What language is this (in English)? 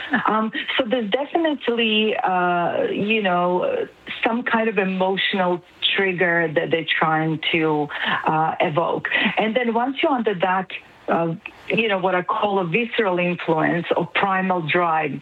English